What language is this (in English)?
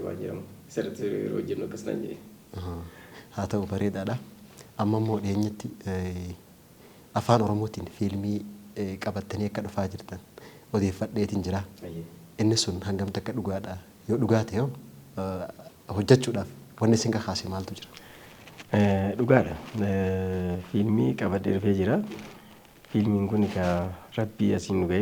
Oromo